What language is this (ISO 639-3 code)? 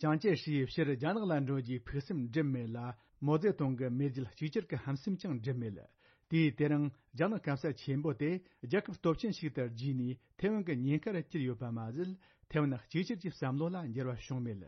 bod